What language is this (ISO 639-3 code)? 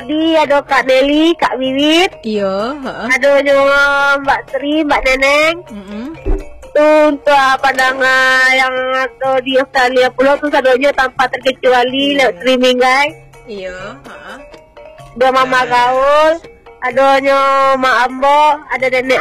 min